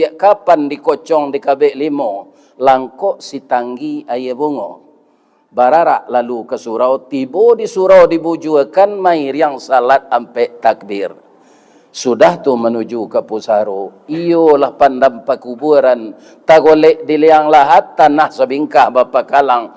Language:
Minangkabau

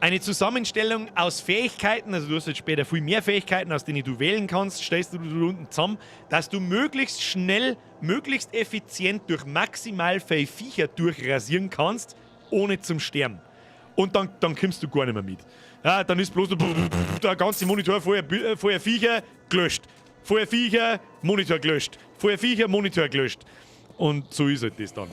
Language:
Bavarian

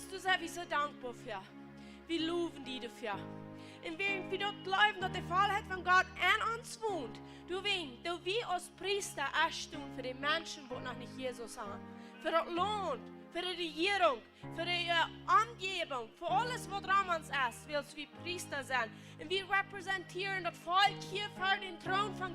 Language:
Plautdietsch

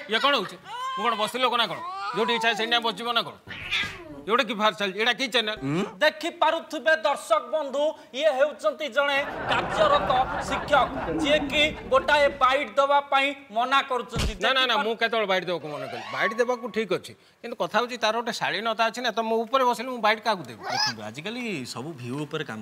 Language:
Odia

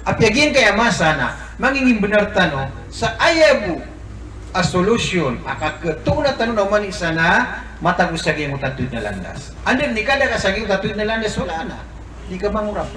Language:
Maranao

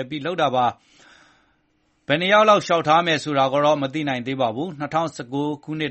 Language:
Burmese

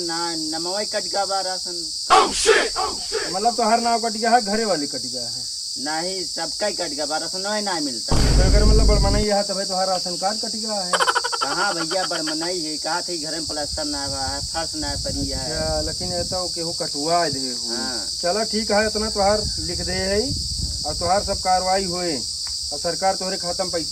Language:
Awadhi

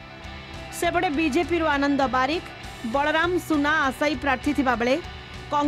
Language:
Odia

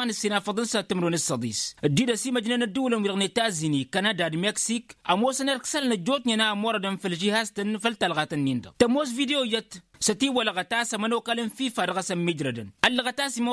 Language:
Tamasheq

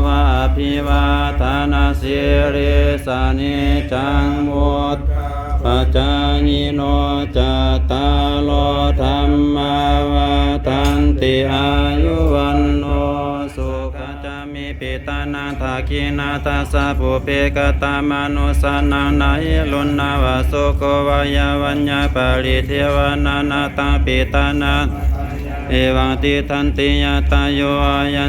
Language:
Pali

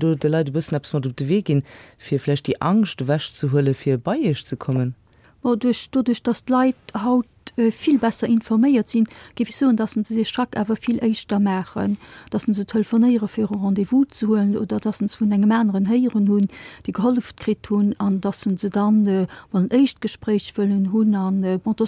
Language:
Luxembourgish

